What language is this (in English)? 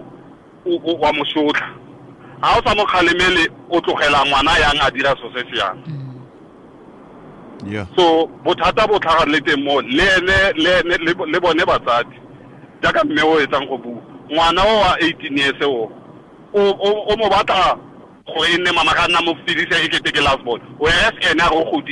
Tswana